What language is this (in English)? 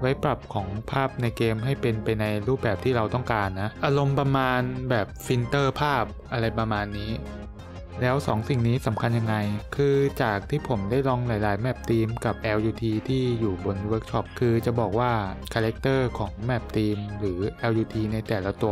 Thai